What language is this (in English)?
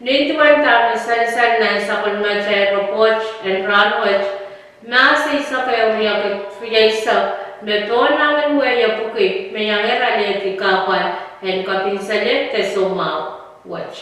Pohnpeian